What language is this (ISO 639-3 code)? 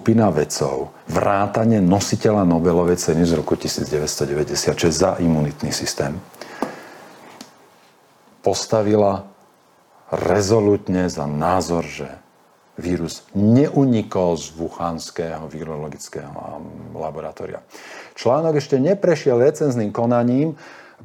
slk